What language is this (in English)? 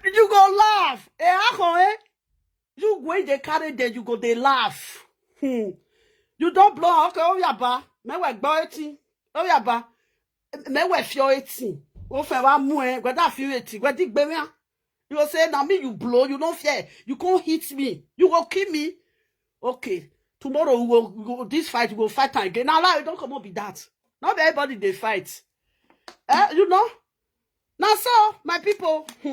Nigerian Pidgin